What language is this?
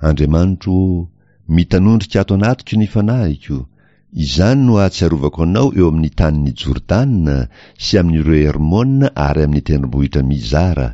Malagasy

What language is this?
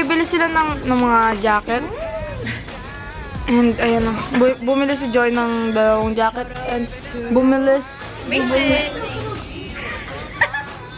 Filipino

